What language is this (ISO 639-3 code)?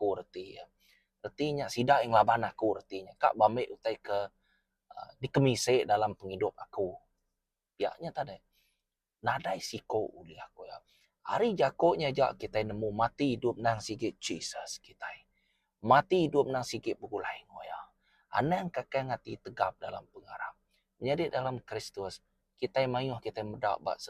iba